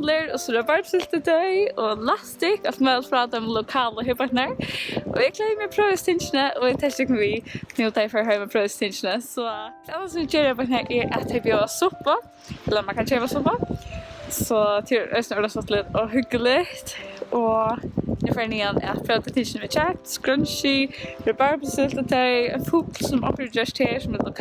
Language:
Faroese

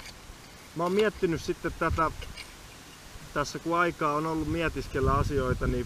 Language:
Finnish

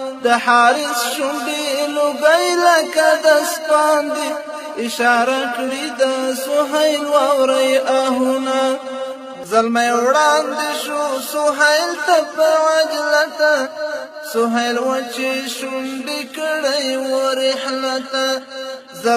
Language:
Pashto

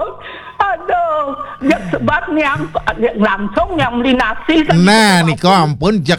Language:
Balinese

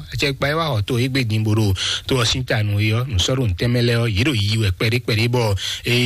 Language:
Fon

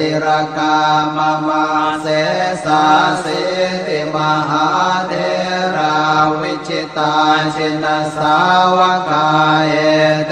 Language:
Pali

